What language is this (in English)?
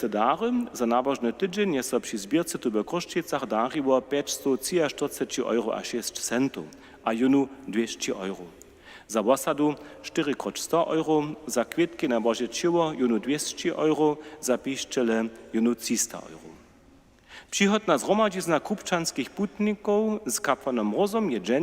Upper Sorbian